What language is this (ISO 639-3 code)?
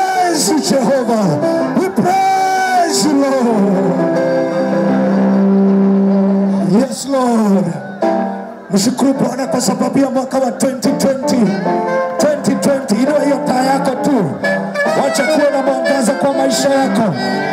swa